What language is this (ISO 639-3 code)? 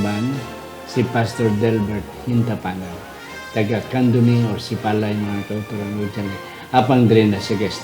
hil